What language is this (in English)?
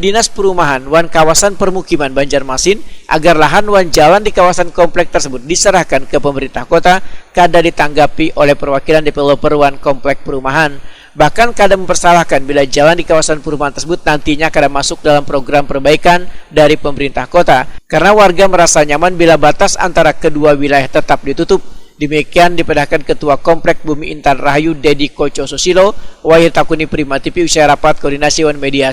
Banjar